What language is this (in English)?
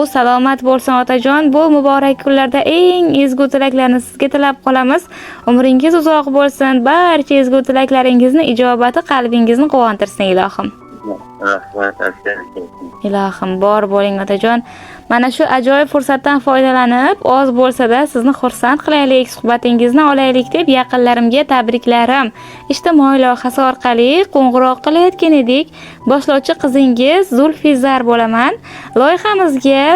Uzbek